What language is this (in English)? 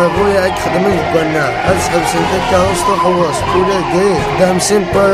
Kabyle